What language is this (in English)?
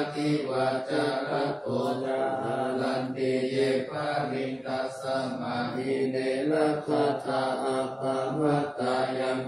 Pali